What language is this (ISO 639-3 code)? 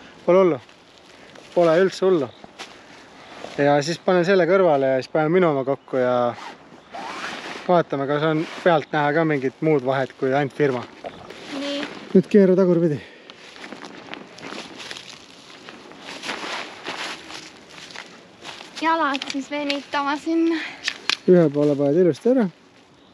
est